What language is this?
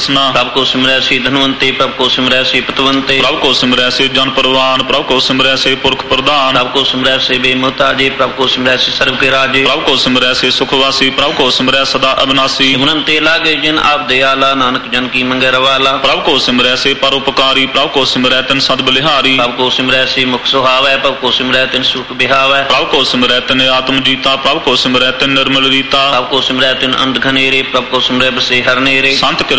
Punjabi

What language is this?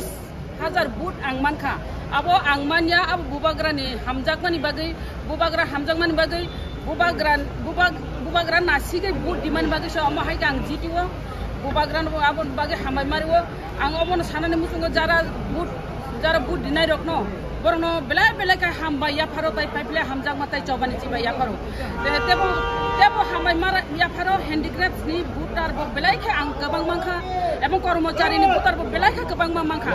Kok Borok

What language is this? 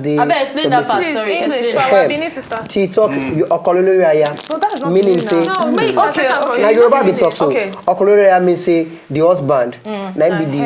Nigerian Pidgin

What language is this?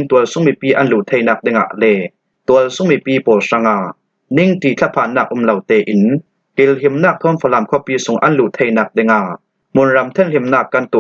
Falam Chin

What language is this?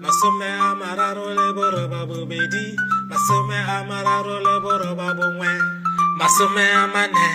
Tswana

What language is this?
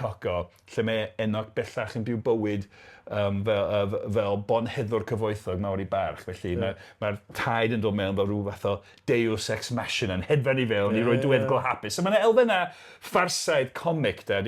Welsh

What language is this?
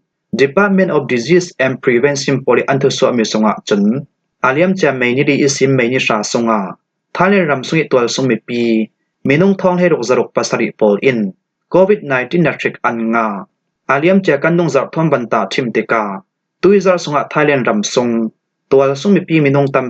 Falam Chin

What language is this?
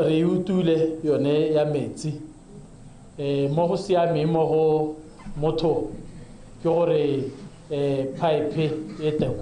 Tswana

